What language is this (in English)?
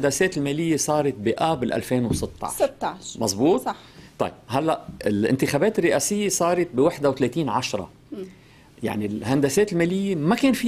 North Levantine Arabic